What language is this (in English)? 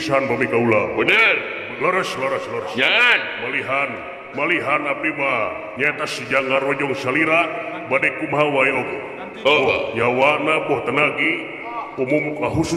Sundanese